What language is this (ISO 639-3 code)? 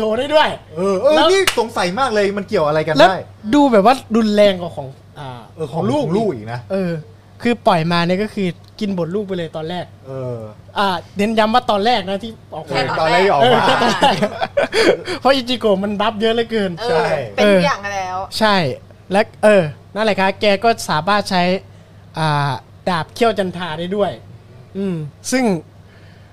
tha